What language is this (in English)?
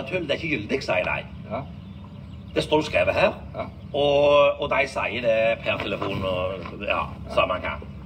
Norwegian